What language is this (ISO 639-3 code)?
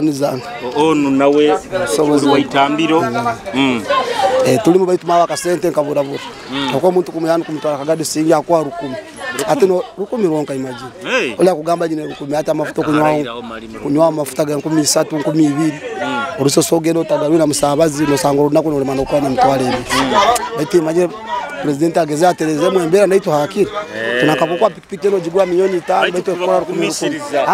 nyo